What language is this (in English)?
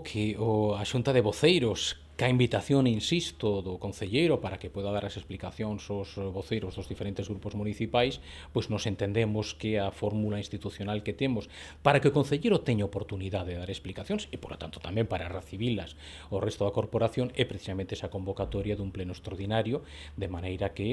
Galician